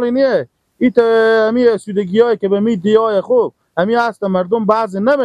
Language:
Persian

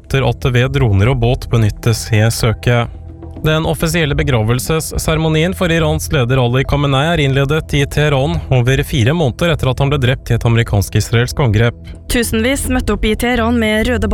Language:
Norwegian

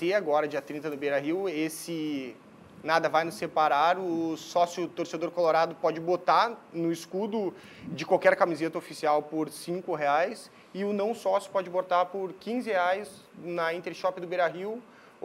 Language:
Portuguese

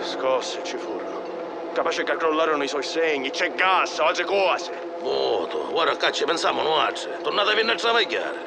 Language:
Sicilian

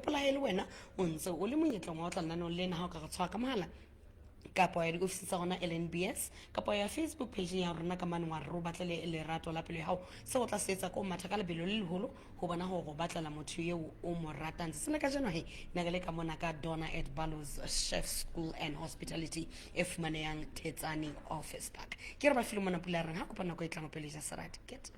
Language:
Southern Sotho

